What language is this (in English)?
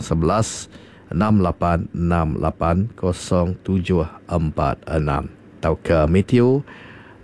Iban